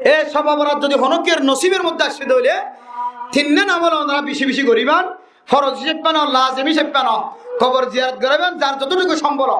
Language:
Rohingya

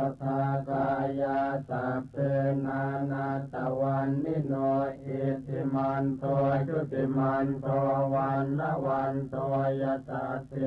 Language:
Pali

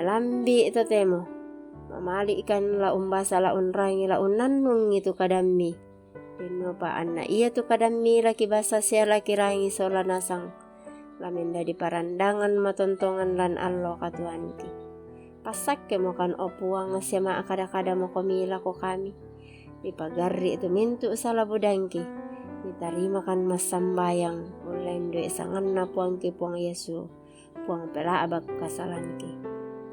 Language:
Toraja-Sa'dan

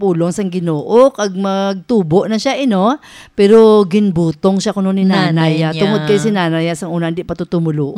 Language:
Hiligaynon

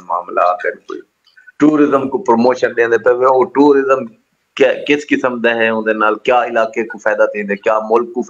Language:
Saraiki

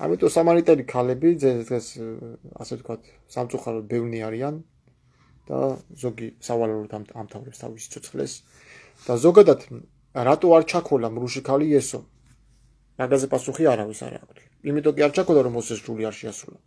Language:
Georgian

